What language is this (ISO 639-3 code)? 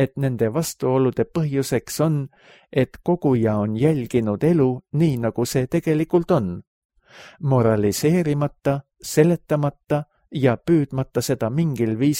est